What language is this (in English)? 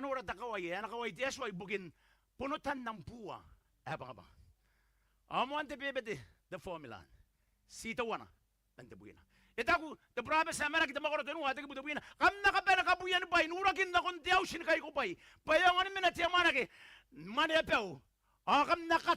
Gilbertese